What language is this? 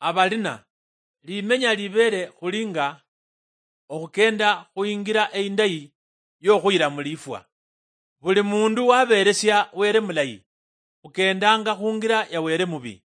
Luyia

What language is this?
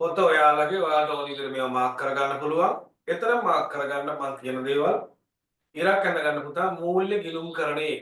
Sinhala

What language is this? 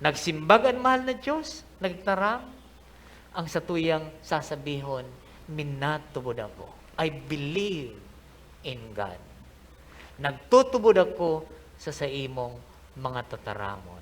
Bikol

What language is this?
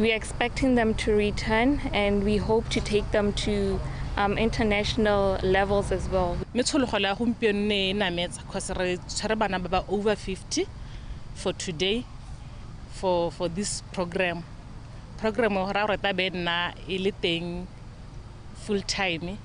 Tswana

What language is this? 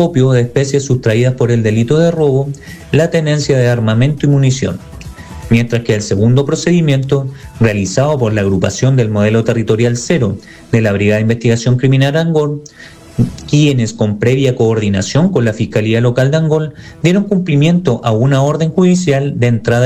Spanish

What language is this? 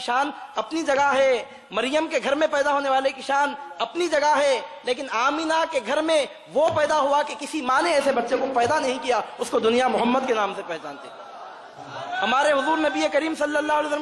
Urdu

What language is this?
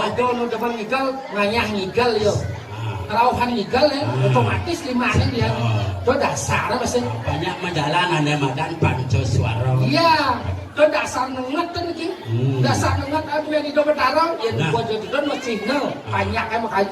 Balinese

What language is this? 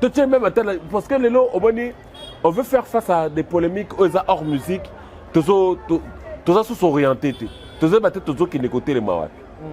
Lingala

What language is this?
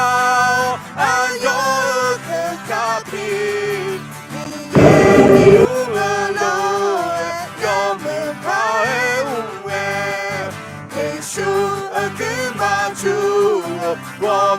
Akha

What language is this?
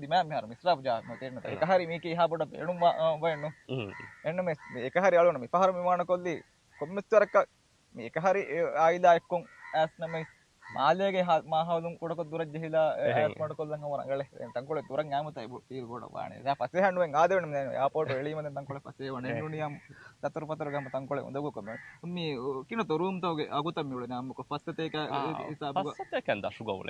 Divehi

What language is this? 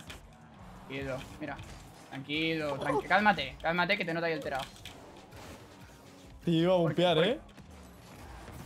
Spanish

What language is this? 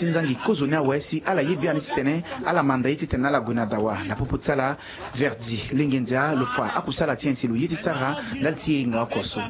Sango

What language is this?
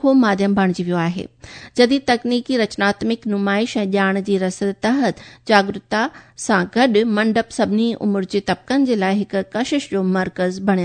Sindhi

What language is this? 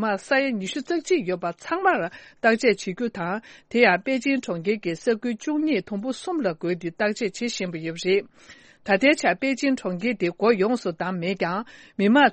Tibetan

